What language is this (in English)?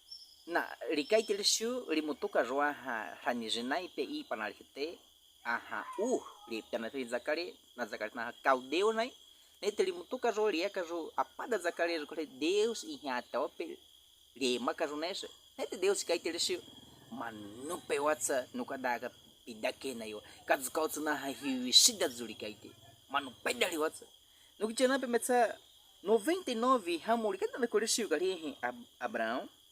Baniwa